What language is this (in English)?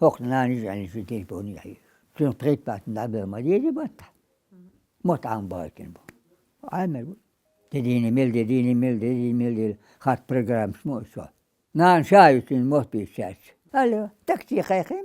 Chechen